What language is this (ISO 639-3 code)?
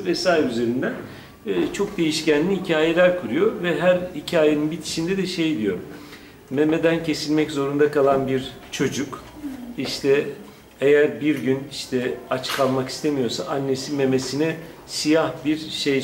tur